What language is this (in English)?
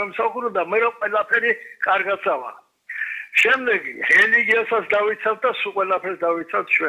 Georgian